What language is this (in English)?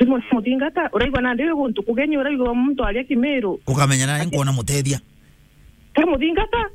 Meru